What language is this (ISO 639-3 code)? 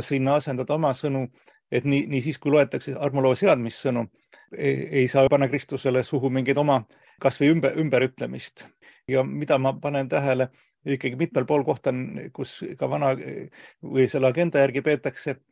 est